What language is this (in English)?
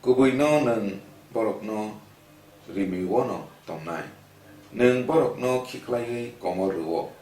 Kok Borok